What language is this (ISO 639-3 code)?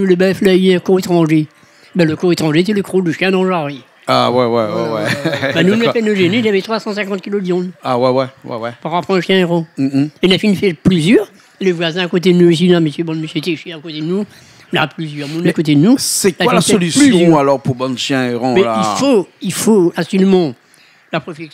rcf